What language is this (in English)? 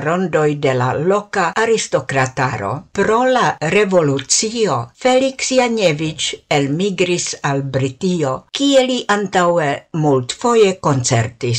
Esperanto